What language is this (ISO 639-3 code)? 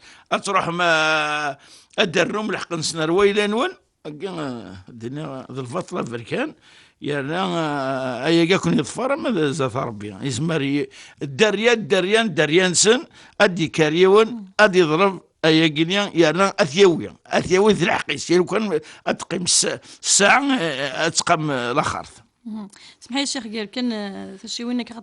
kab